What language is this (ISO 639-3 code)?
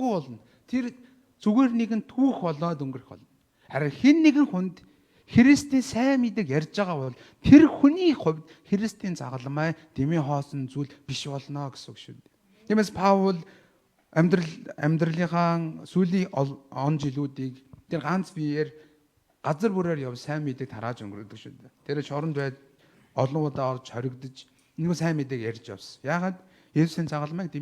mon